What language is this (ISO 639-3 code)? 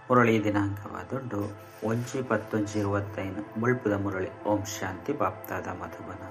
tcy